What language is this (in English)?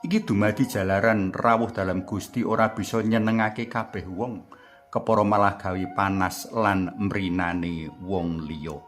Javanese